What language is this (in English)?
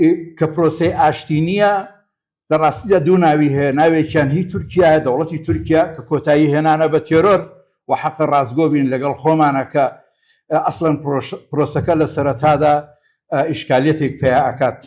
Central Kurdish